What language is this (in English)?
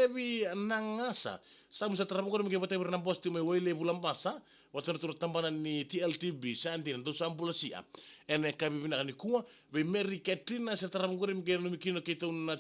Fijian